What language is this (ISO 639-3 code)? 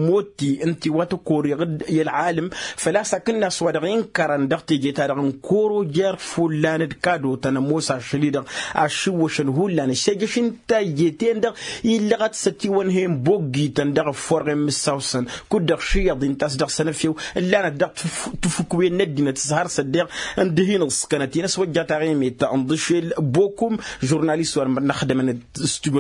taq